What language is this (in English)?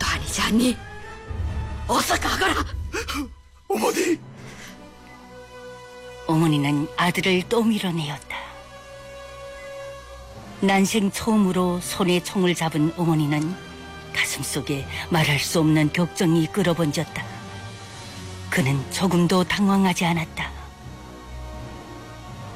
Korean